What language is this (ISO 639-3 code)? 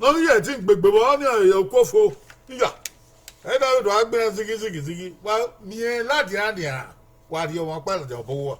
bin